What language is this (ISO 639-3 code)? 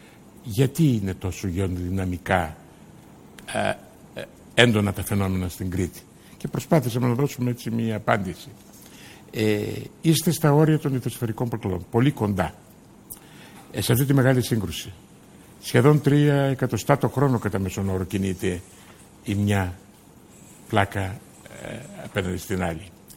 ell